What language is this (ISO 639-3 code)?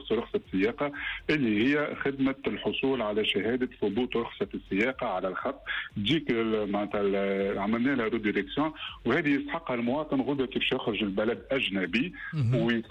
aeb